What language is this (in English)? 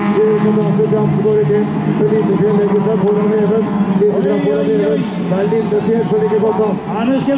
Norwegian